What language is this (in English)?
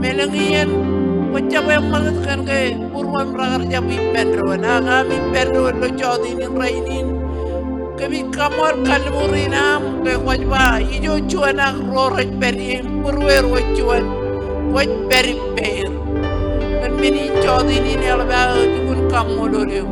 Marshallese